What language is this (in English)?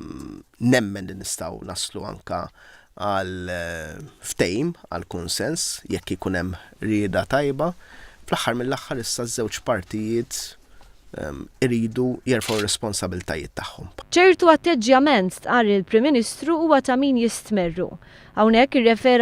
Maltese